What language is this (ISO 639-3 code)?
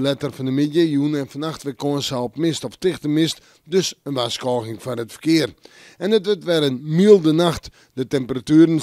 fry